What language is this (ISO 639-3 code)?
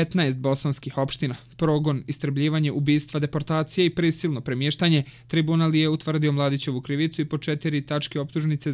bos